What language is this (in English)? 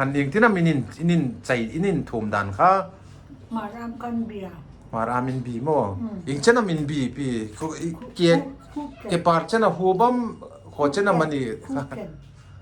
Hmar